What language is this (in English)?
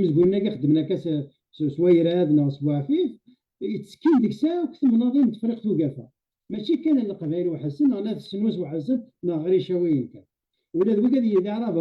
Kabyle